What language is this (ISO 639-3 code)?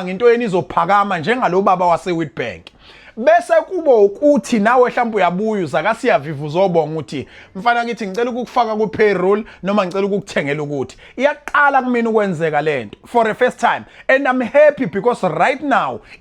zul